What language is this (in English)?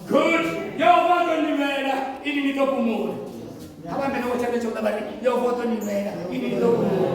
Venda